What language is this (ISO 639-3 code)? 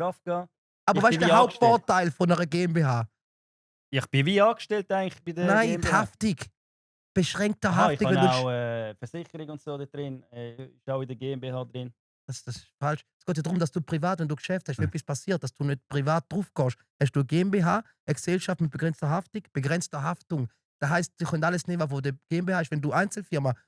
gsw